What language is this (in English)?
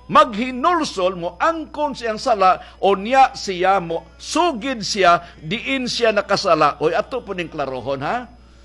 Cebuano